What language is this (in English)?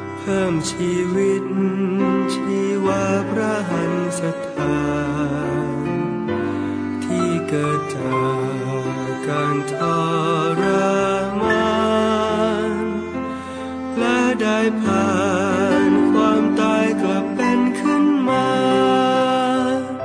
Thai